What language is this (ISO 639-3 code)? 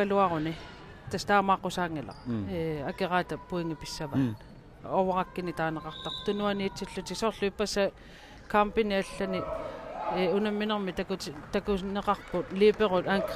kal